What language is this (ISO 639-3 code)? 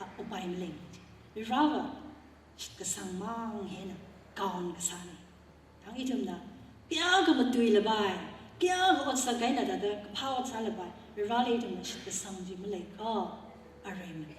nmf